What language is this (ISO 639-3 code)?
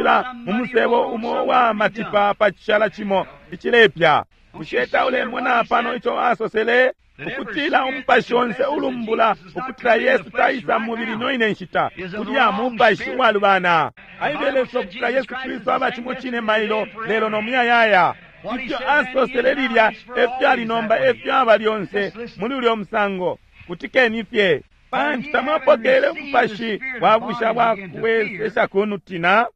bem